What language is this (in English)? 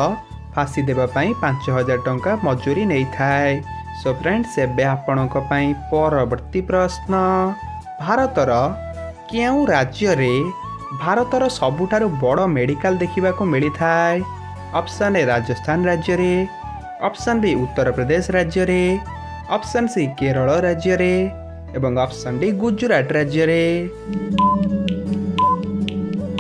Odia